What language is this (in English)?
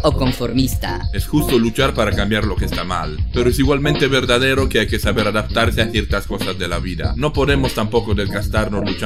Spanish